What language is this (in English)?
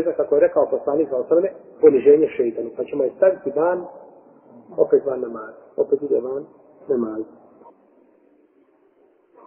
Bosnian